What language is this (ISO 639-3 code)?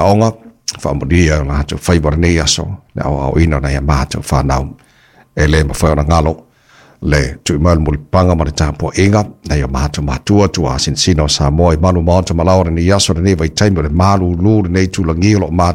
smo